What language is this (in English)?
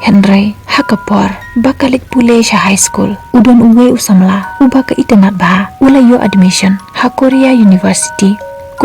Khasi